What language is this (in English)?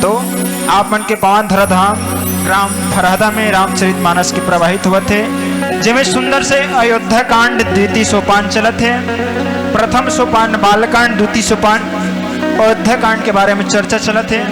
Chhattisgarhi